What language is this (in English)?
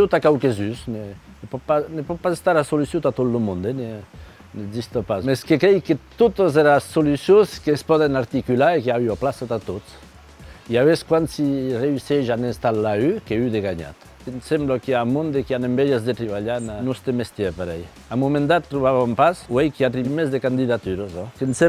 Occitan